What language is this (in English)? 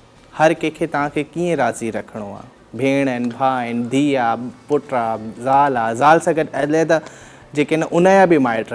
Sindhi